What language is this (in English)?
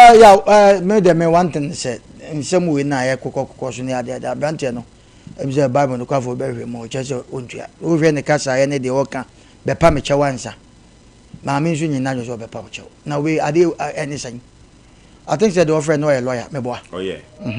Akan